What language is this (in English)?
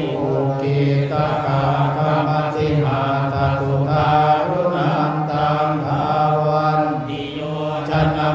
Pali